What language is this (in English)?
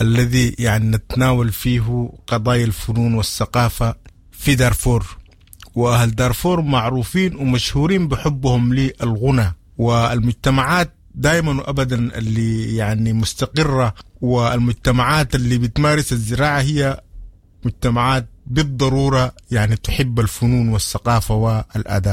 Sudanese Arabic